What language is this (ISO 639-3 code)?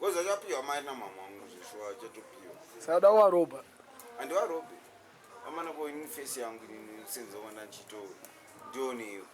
sna